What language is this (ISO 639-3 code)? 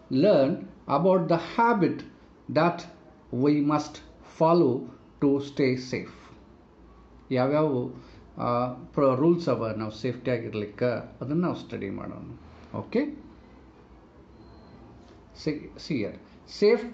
kan